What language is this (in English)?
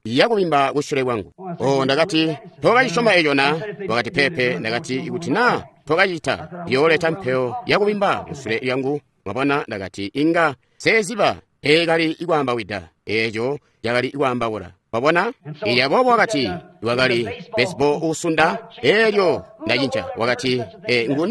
Tonga (Zambia)